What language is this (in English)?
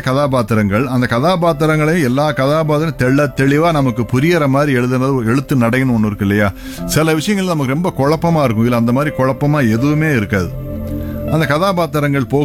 Tamil